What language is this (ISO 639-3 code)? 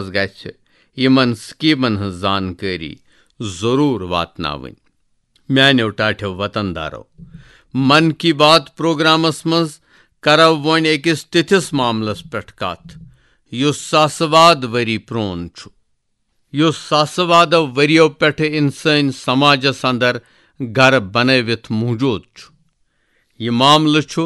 kas